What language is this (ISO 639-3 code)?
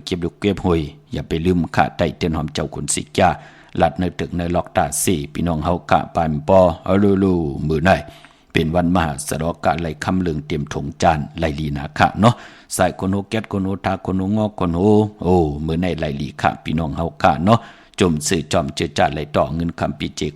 shn